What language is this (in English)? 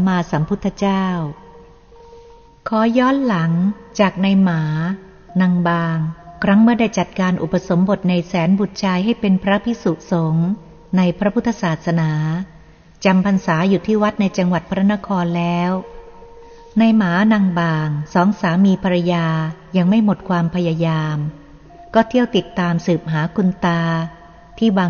Thai